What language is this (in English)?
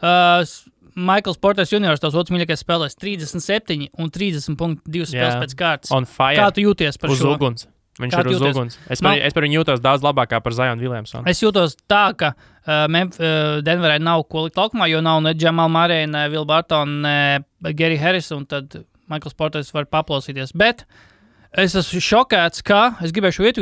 Latvian